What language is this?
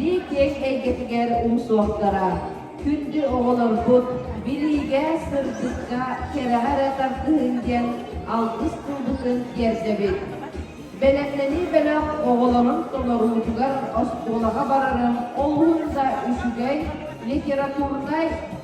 Yakut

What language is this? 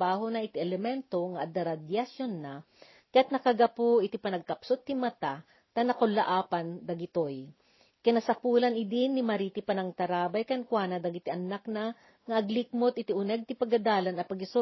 Iloko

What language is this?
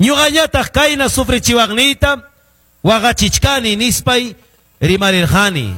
Ayacucho Quechua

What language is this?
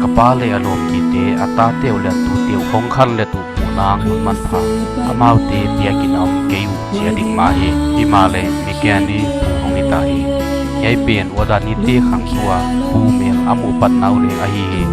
Paite Chin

